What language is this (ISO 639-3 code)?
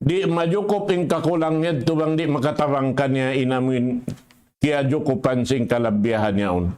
tsg